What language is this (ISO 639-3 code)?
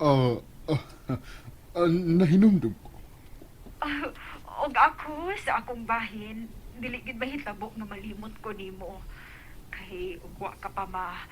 ceb